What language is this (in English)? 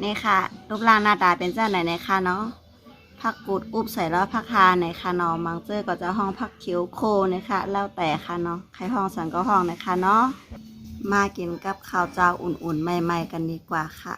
Shan